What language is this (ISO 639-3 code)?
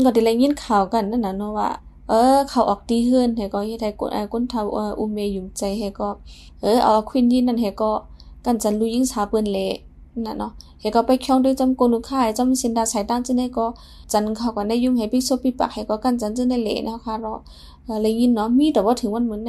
shn